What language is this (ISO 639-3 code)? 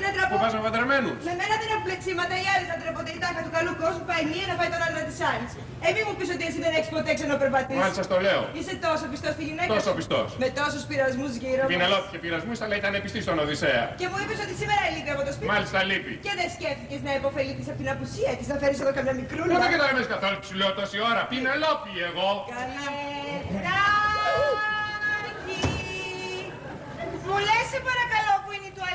ell